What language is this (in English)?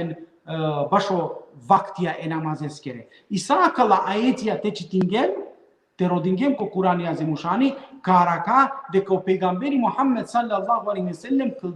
Balkan Romani